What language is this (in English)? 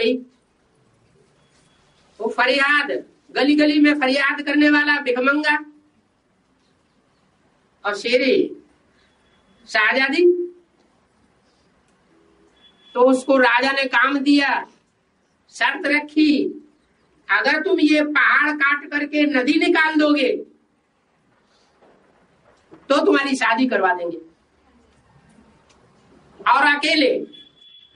Hindi